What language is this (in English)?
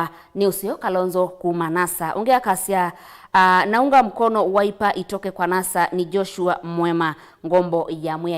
Kamba